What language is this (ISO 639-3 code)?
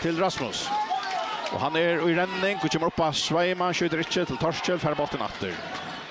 fao